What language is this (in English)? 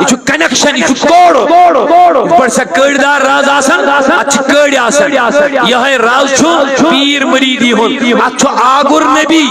Kashmiri